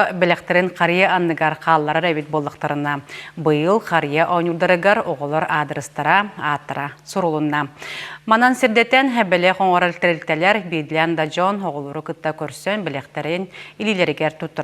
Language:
Yakut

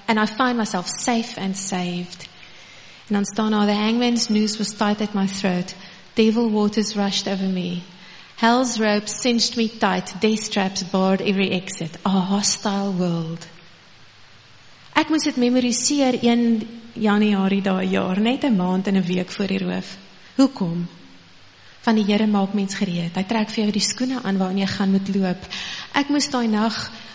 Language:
Afrikaans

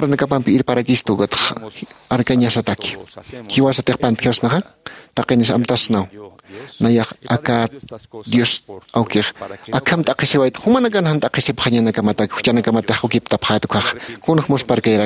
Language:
Aymara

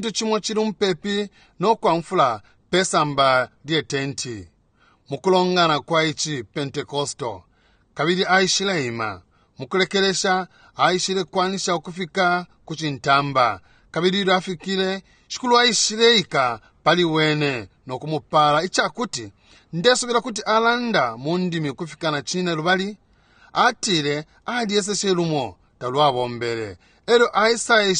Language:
Bemba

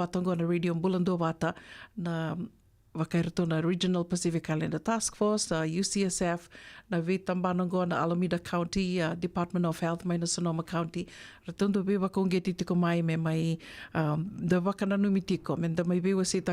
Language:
Fijian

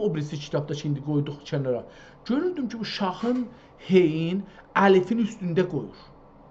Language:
South Azerbaijani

